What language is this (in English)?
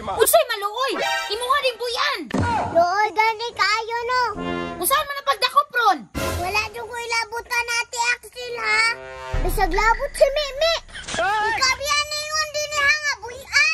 Cebuano